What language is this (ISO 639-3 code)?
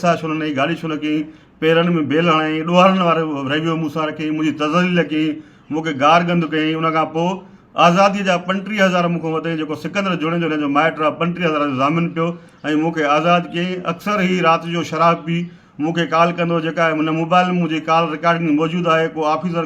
snd